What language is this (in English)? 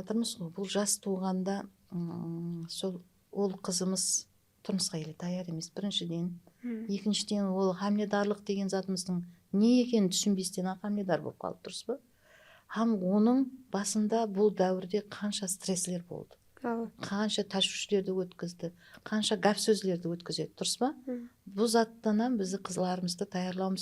Kara-Kalpak